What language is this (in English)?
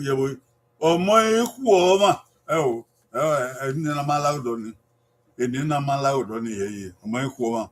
Bini